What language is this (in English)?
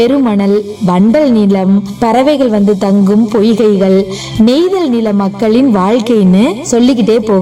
Tamil